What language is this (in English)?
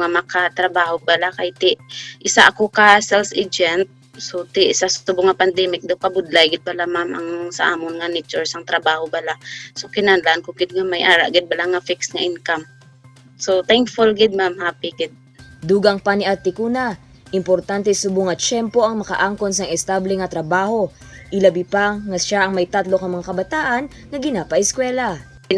Hiligaynon